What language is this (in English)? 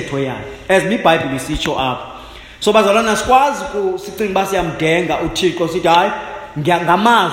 Xhosa